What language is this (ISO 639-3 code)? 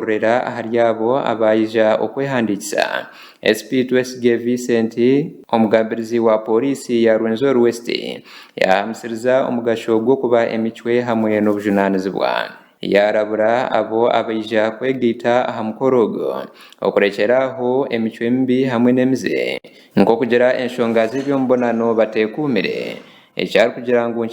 nyn